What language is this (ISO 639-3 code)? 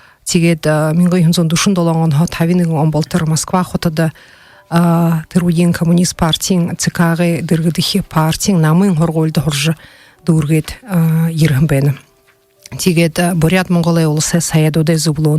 bua